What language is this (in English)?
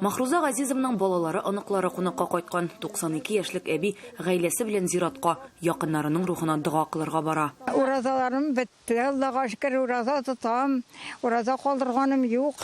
Tatar